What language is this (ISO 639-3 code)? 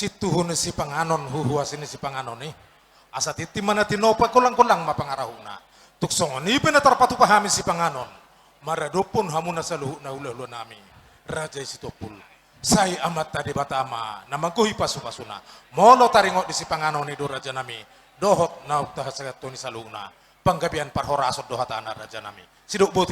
bbc